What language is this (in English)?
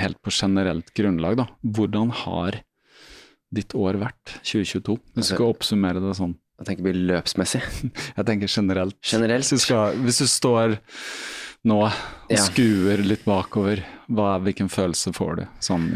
Norwegian